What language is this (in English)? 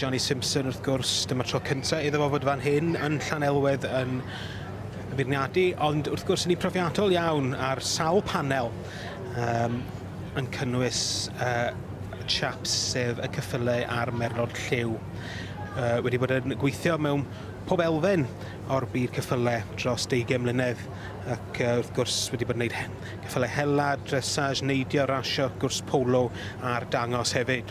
Welsh